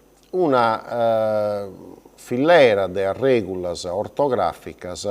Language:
Sardinian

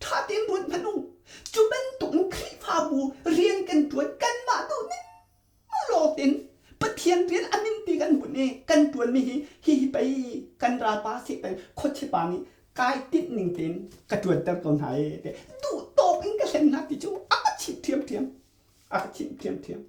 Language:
Hakha Chin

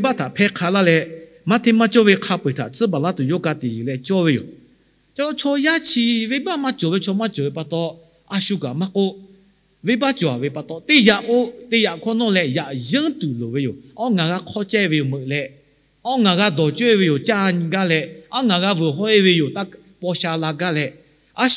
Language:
Lahu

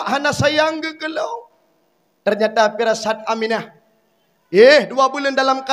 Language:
Achinese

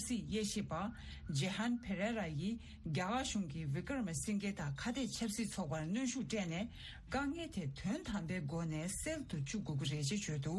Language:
Tibetan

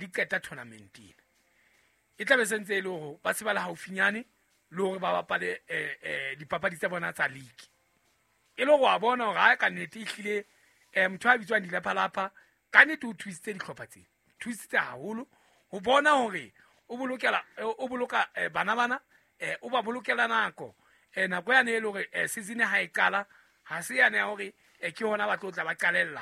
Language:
Southern Sotho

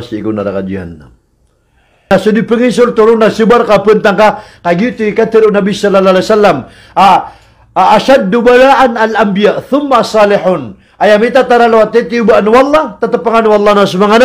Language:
Maranao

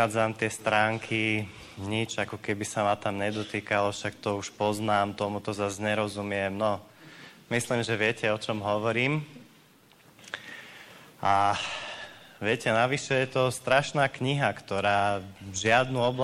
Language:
Slovak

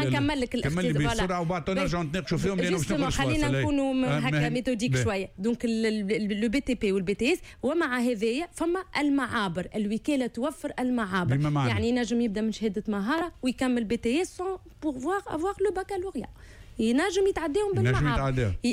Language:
Tunisian Arabic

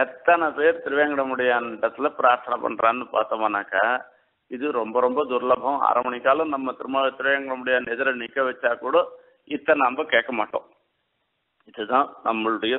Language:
Tamil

